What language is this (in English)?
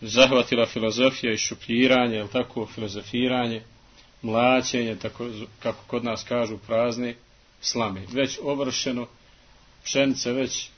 Bosnian